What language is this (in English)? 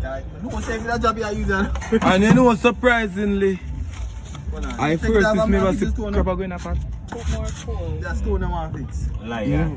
Jamaican Creole English